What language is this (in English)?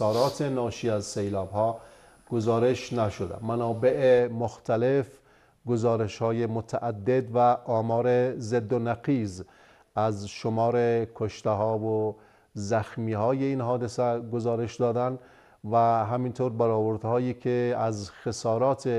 Persian